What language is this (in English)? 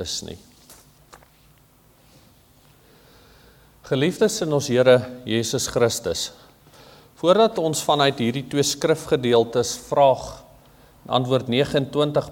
Afrikaans